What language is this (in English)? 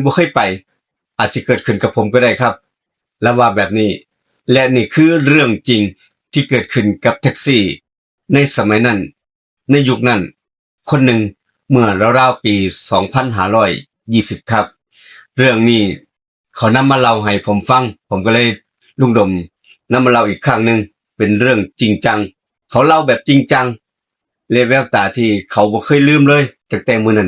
Northeastern Thai